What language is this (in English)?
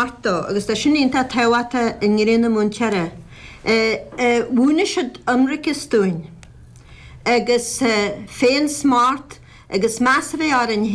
Irish